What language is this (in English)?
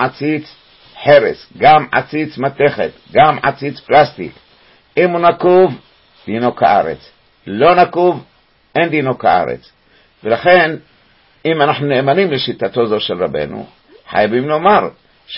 Hebrew